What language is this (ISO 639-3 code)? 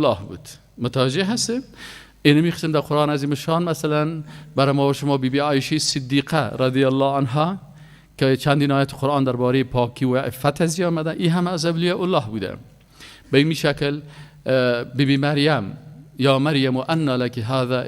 fas